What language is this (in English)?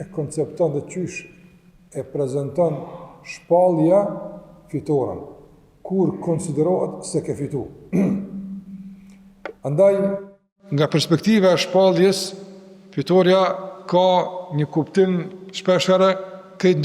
Albanian